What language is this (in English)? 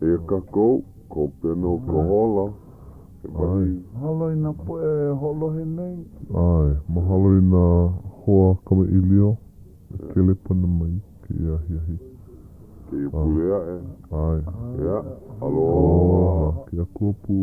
Hawaiian